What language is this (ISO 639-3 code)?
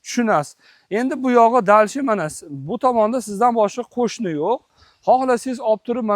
uzb